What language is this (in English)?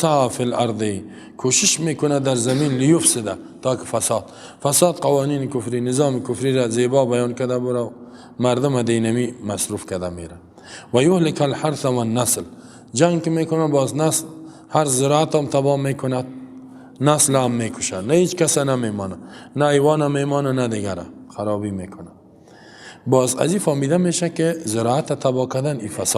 Persian